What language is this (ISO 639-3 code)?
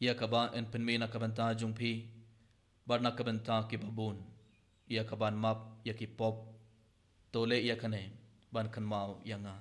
kha